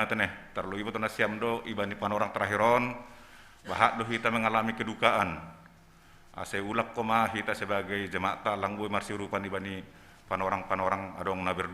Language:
Batak Simalungun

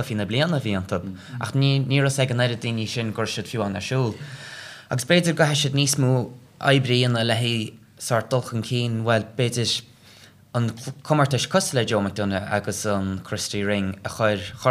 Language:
Irish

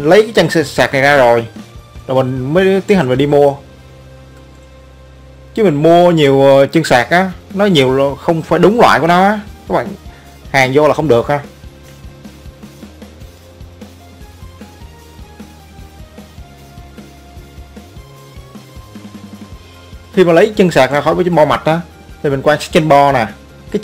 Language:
Vietnamese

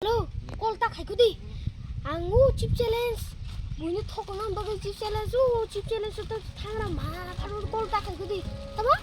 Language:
Kok Borok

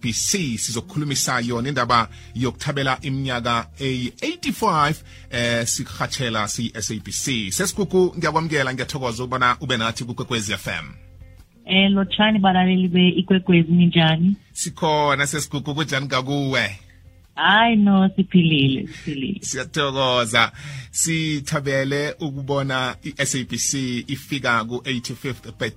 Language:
South Ndebele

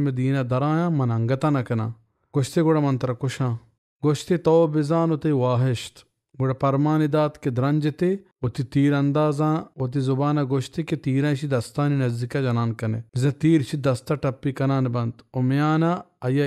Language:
Baluchi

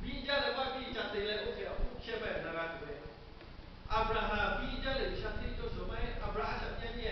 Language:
Lahu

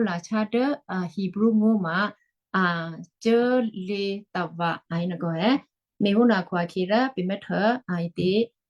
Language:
Western Kayah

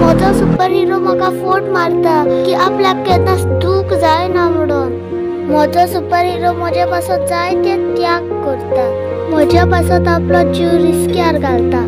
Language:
Konkani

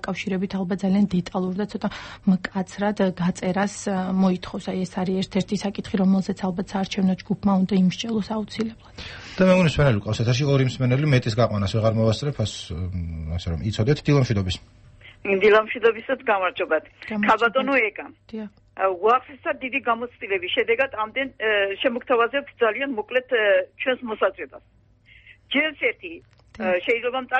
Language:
Georgian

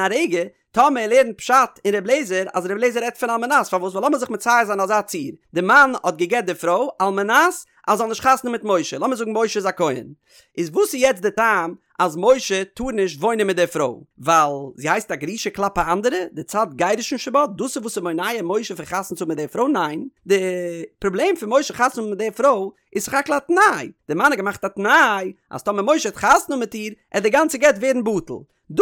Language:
Yiddish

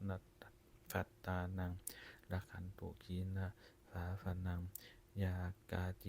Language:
Pali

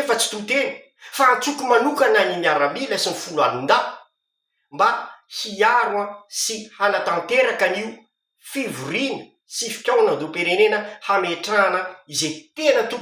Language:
Malagasy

